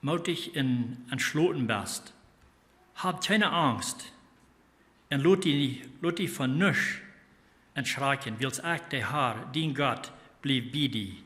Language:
Plautdietsch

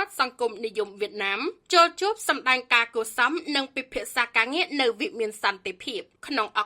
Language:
Khmer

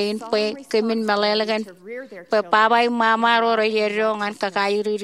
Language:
Marshallese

